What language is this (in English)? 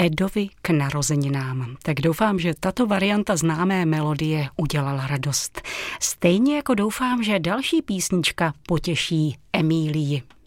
Czech